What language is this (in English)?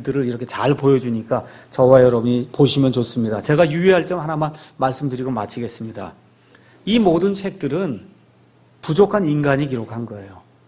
Korean